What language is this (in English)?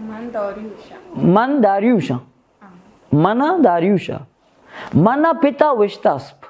Baluchi